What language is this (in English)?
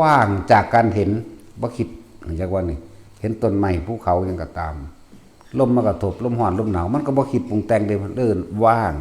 Lao